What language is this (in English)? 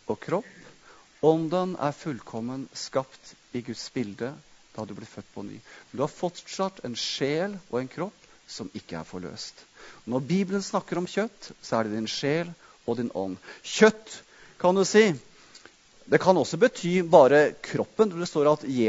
Norwegian